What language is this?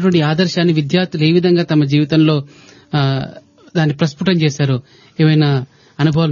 Telugu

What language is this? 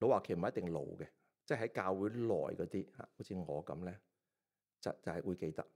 Cantonese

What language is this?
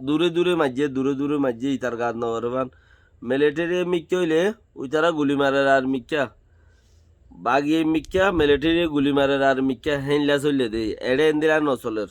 Rohingya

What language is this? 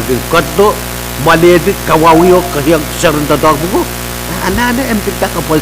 Pohnpeian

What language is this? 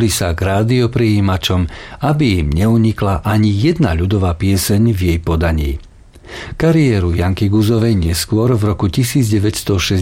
Slovak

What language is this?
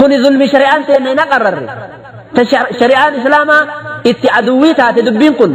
Oromo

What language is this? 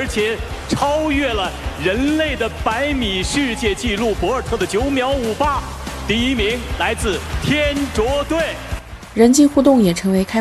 Chinese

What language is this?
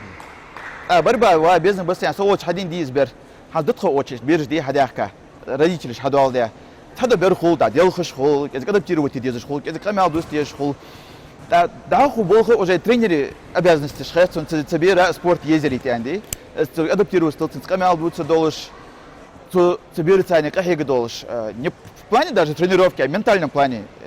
Ingush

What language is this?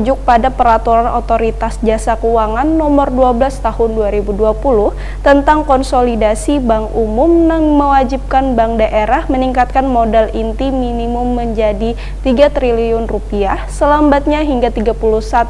Banjar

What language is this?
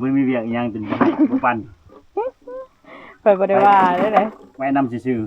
Lao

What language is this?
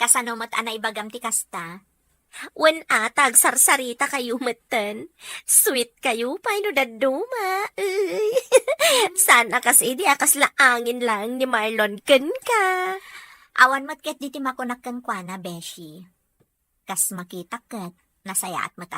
Iloko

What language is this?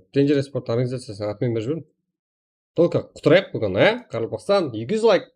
Kara-Kalpak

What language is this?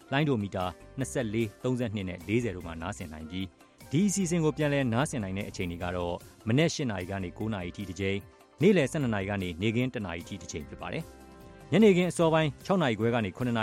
Burmese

